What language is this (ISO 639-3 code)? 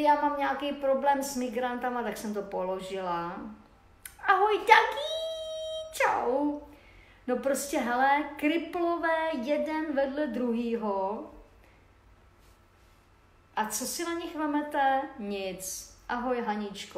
ces